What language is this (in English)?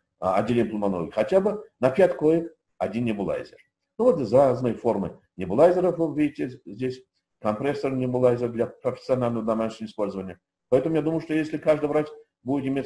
Russian